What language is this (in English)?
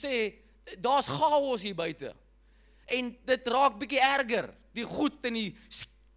Afrikaans